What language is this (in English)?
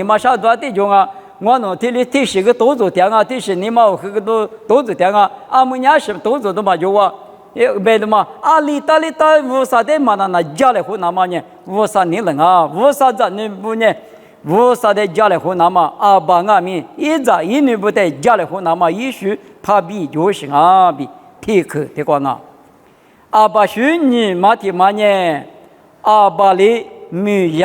Lisu